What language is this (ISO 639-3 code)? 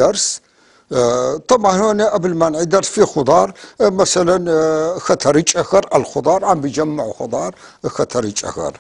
apc